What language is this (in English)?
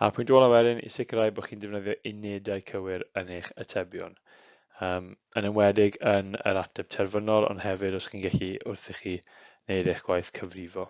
Welsh